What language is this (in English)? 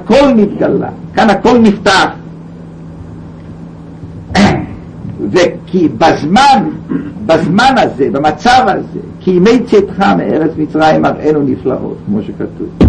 Hebrew